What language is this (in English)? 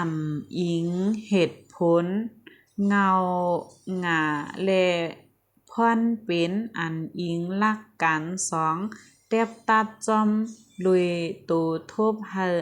Shan